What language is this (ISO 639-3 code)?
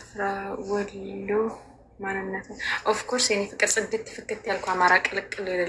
amh